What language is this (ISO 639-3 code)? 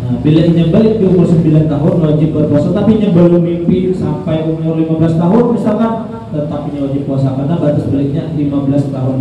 bjn